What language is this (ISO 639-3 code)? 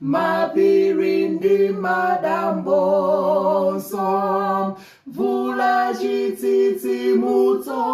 nya